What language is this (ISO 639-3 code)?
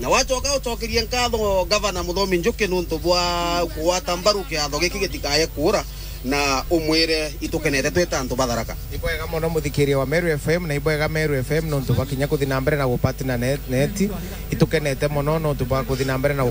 mer